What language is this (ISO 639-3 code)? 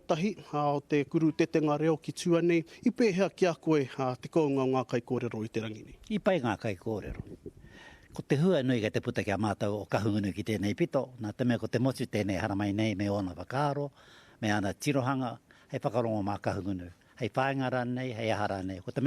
mri